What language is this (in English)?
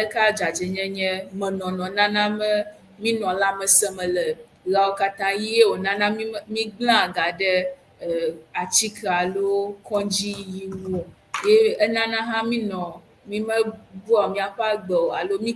Ewe